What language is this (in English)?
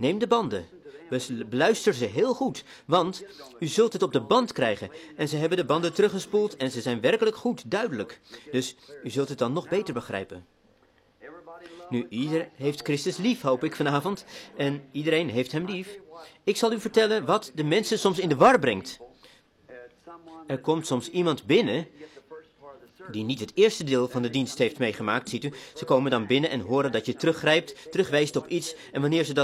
Dutch